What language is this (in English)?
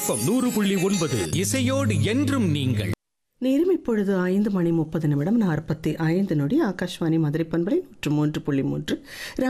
Tamil